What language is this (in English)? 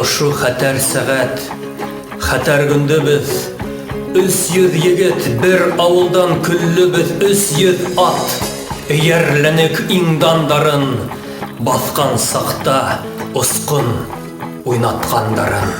Bashkir